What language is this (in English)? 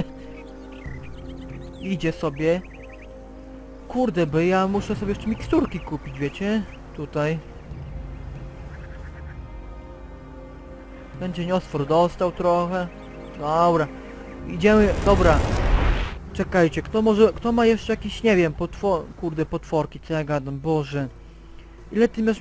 Polish